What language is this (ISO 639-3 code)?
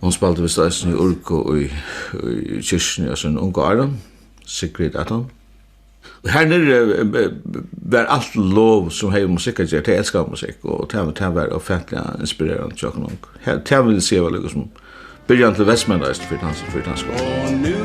fao